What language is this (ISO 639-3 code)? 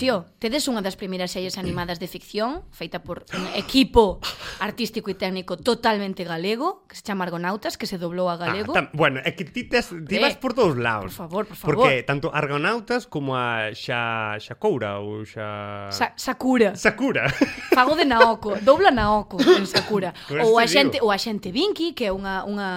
glg